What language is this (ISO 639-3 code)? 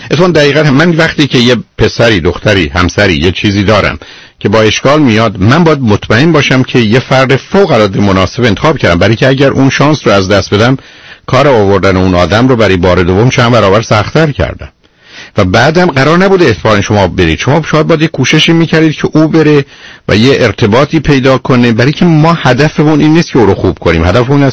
fas